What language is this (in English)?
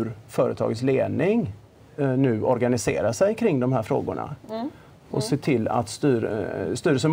Swedish